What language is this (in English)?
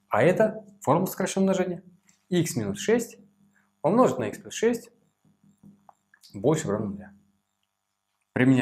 Russian